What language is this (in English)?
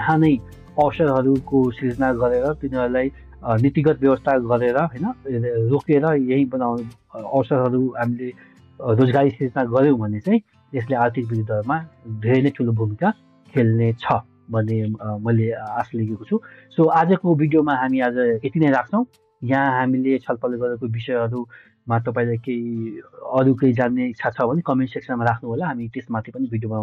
Nepali